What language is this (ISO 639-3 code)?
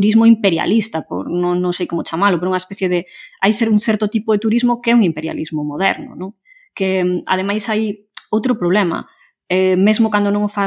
glg